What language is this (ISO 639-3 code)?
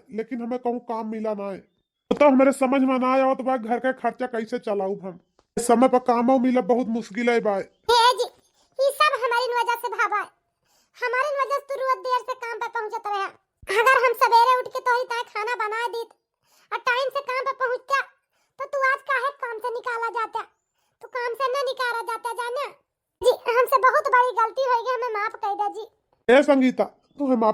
awa